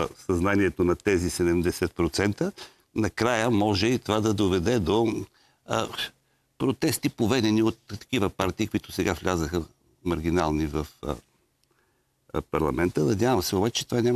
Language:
Bulgarian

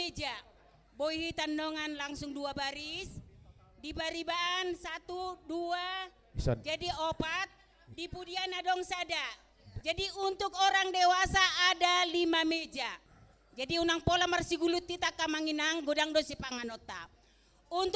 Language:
Batak Toba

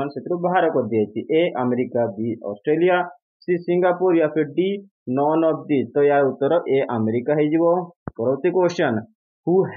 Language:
Odia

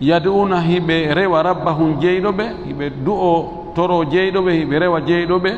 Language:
Fula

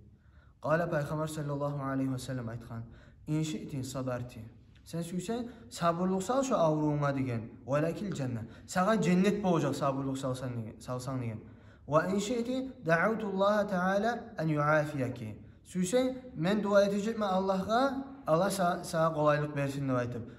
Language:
Kumyk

